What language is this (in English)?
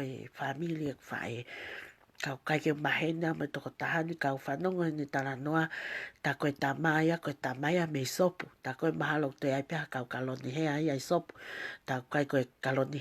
Tongan